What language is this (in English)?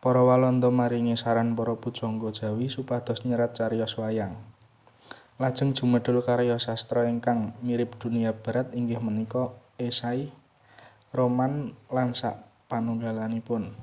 Javanese